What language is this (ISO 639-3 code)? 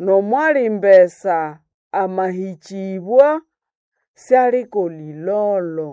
nnb